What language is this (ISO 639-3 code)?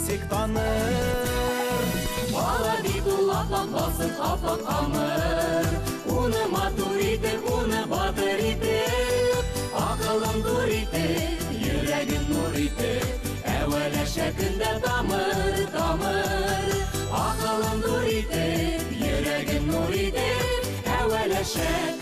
bak